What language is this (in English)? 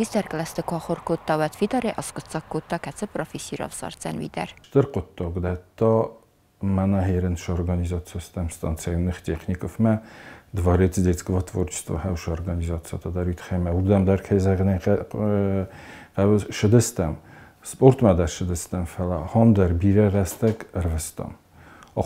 Ossetic